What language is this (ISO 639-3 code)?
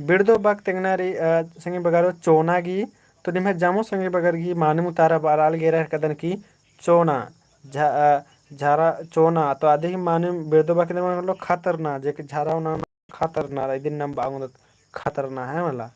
kru